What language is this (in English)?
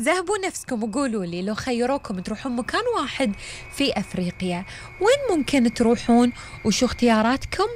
Gulf Arabic